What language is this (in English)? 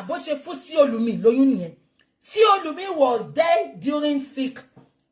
Yoruba